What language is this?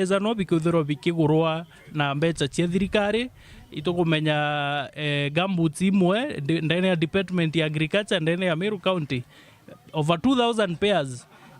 Meru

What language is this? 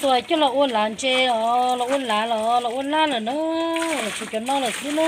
Hmong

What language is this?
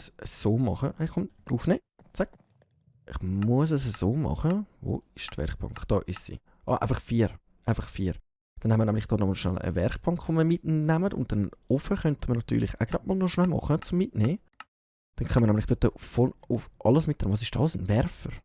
Swiss German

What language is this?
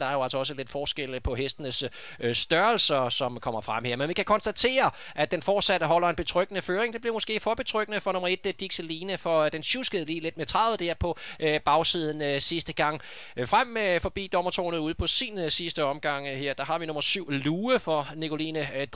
Danish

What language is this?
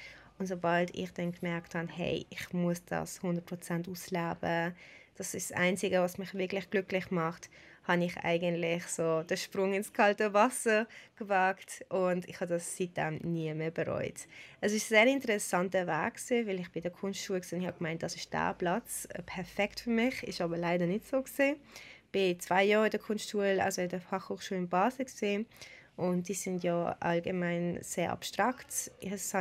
Swiss German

